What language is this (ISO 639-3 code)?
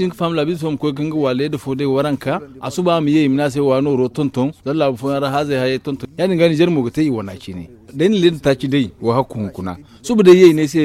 dje